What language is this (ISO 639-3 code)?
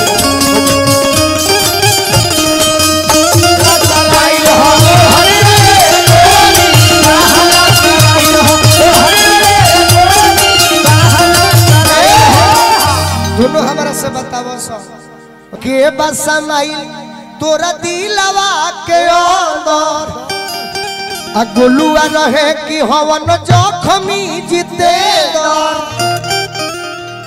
bho